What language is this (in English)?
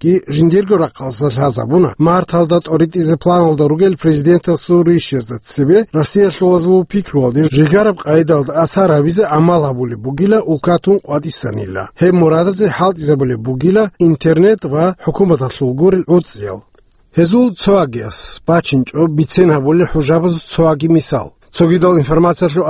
Avaric